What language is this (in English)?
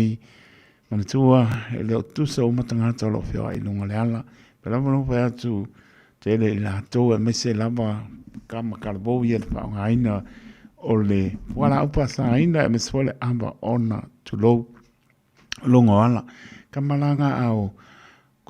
Samoan